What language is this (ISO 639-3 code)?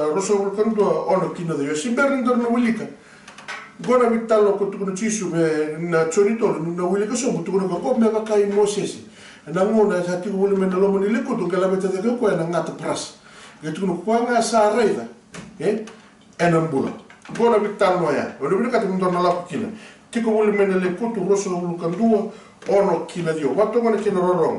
fij